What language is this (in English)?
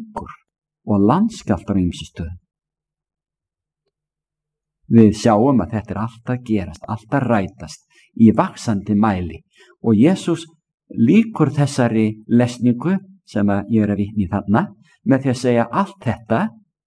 Icelandic